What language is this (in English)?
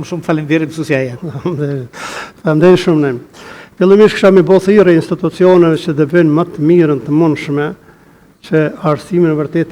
Albanian